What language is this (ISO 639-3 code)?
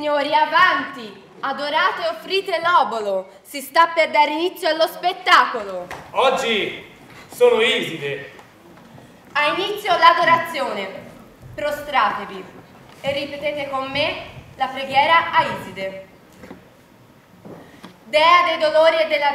ita